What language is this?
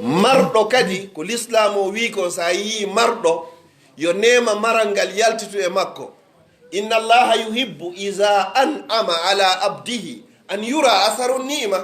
Pular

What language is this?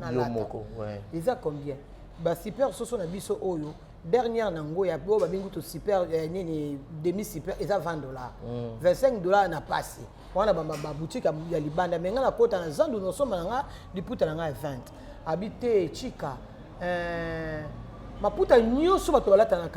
Lingala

